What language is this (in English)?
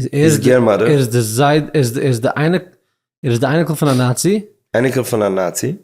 Yiddish